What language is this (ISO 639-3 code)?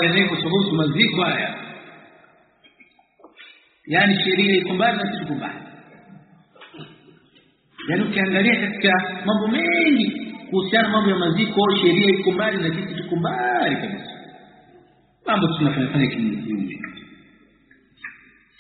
swa